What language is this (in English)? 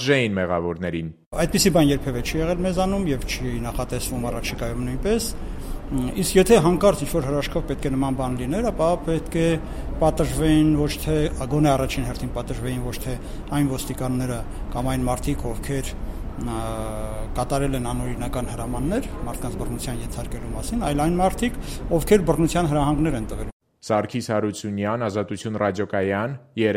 Armenian